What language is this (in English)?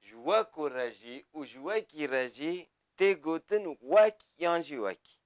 Kurdish